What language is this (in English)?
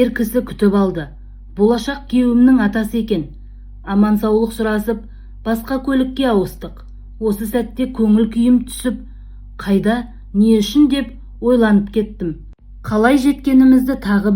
Kazakh